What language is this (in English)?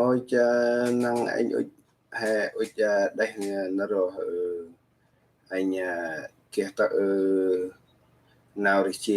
Central Mnong